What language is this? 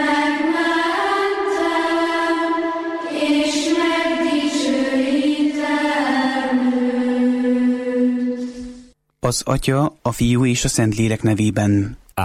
Hungarian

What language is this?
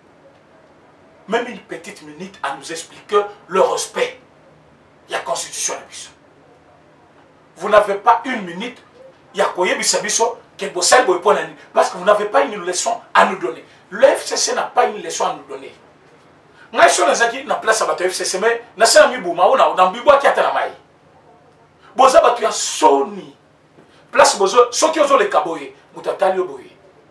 French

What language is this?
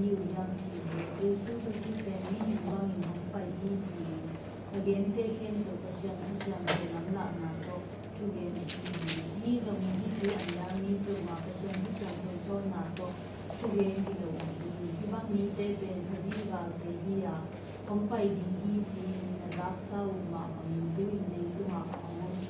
Tedim Chin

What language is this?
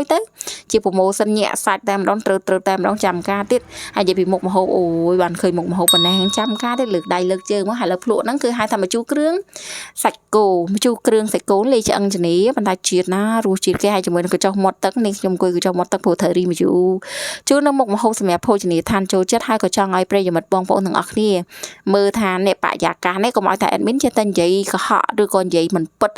Khmer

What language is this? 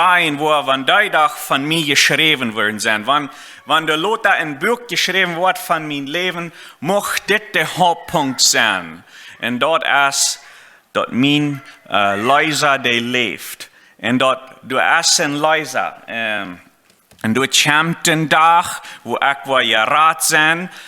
Plautdietsch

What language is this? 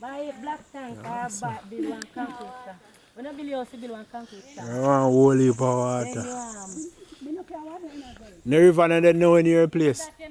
Jamaican Creole English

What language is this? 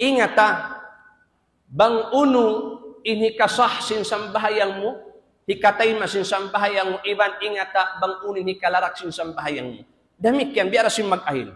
Tausug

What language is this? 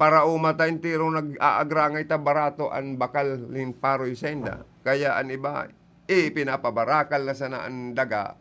Bikol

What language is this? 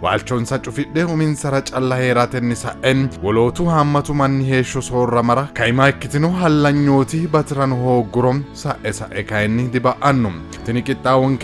Sidamo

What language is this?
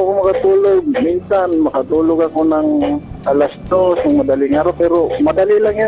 Filipino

